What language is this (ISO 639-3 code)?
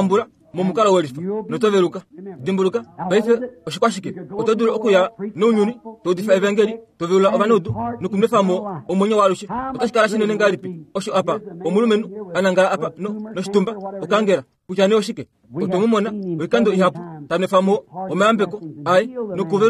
kua